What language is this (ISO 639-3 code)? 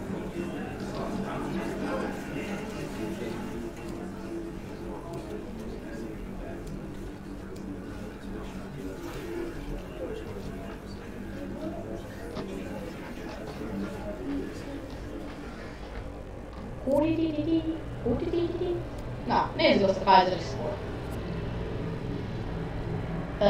hun